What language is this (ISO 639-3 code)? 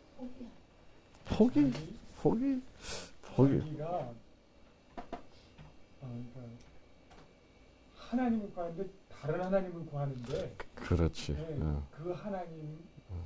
kor